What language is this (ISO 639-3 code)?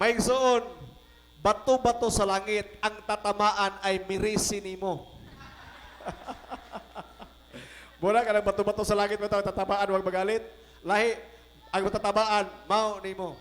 ceb